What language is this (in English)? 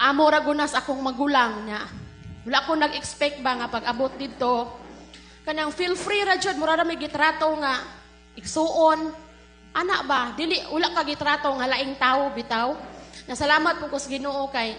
Cebuano